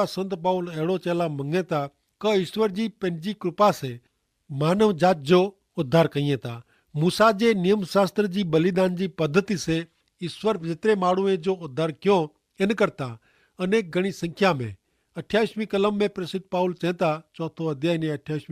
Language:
Kachhi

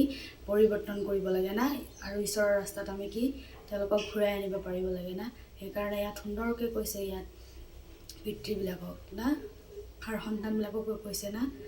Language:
Assamese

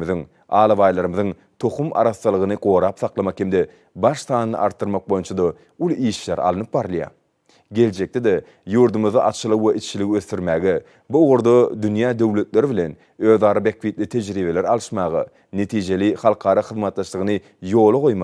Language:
Turkmen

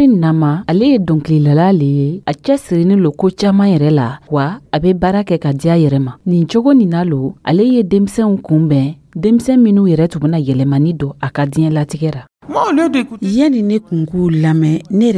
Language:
Dyula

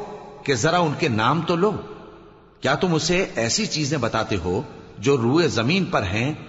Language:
Urdu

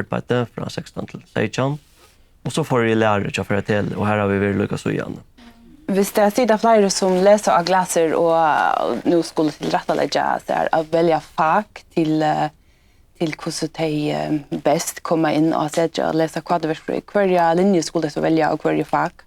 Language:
Faroese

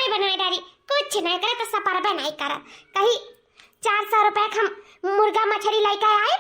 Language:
Awadhi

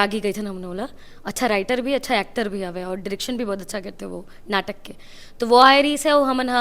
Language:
Chhattisgarhi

